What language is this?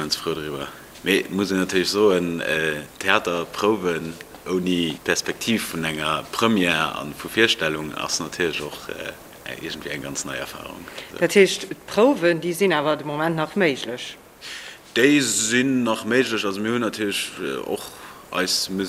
Luxembourgish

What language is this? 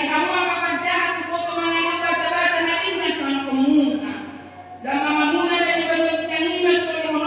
Batak Toba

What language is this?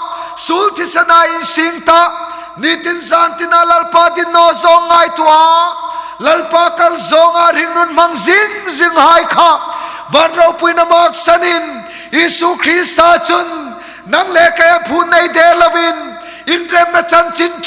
Hmar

